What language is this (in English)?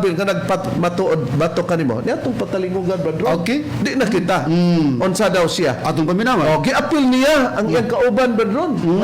Cebuano